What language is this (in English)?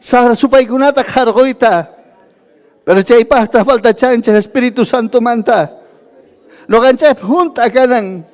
Ayacucho Quechua